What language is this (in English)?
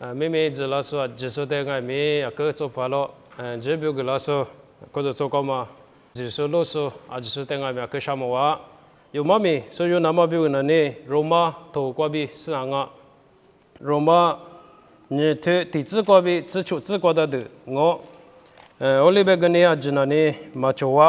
Lisu